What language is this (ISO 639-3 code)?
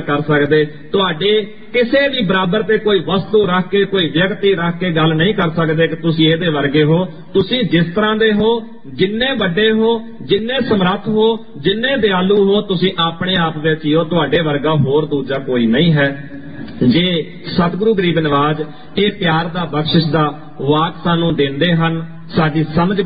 pan